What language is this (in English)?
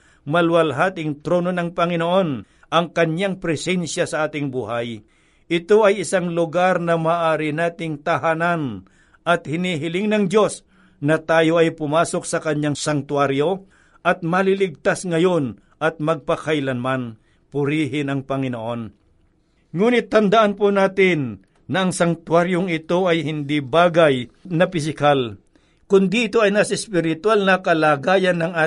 Filipino